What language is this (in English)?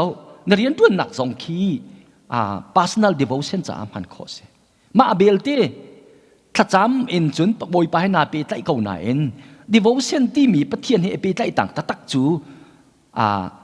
Hakha Chin